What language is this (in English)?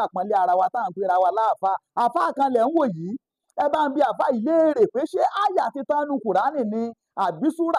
Yoruba